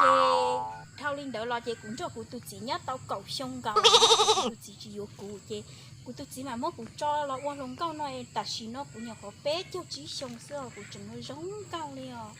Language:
Hmong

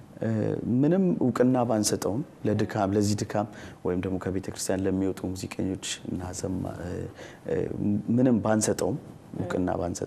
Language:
Amharic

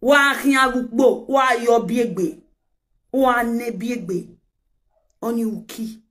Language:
Nigerian Pidgin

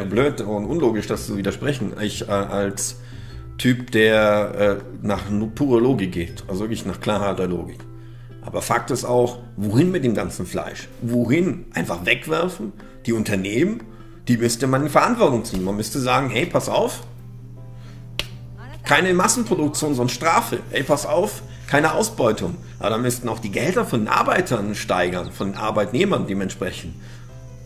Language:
German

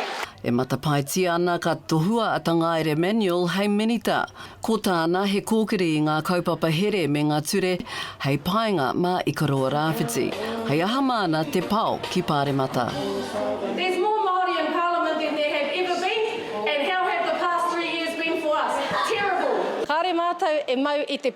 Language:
Māori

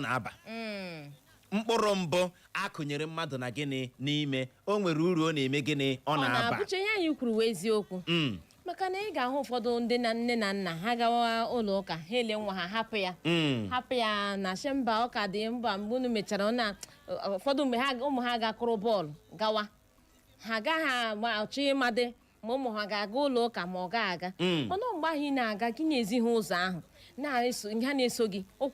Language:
Igbo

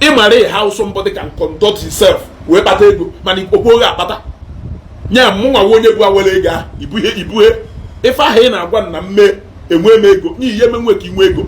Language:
Igbo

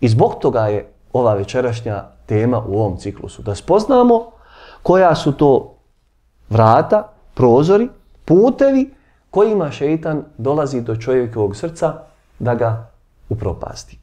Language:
Bosnian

